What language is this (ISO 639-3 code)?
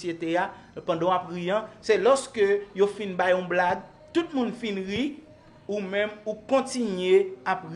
hat